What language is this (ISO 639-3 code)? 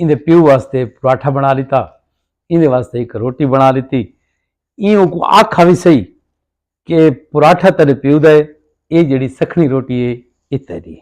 skr